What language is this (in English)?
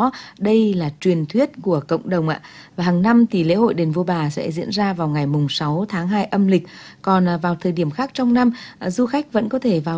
Vietnamese